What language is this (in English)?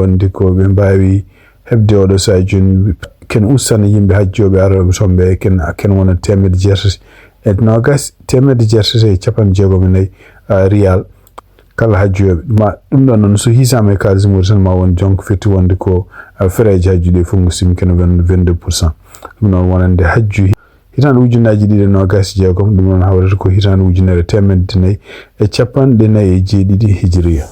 Fula